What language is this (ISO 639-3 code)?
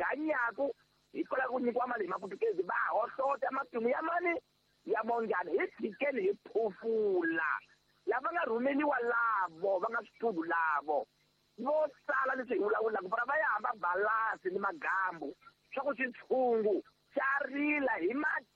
tso